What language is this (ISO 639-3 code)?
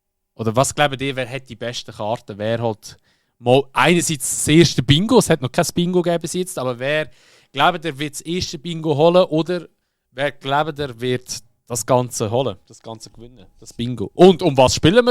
gsw